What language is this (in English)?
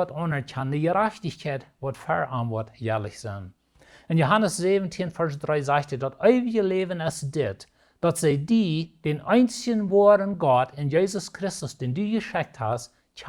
Plautdietsch